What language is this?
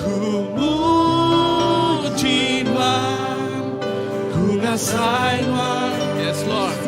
Iban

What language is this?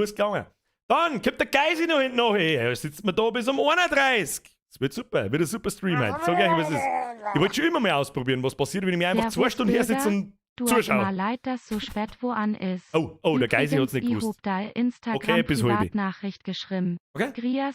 Bavarian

